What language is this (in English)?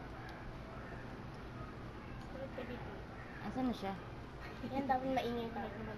Filipino